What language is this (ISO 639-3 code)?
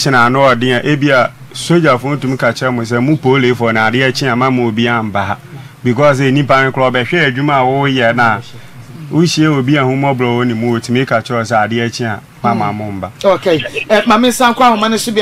aka